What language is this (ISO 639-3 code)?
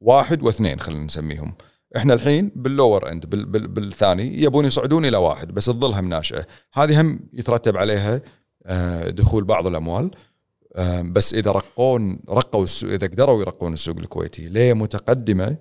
afb